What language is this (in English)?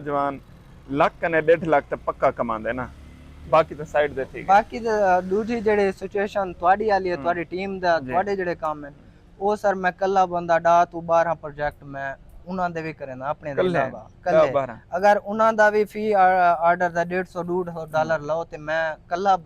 Saraiki